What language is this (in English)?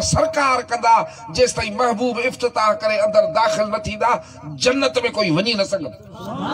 Sindhi